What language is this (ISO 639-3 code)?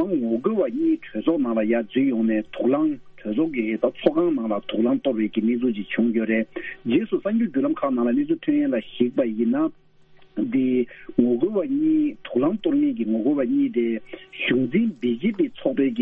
bod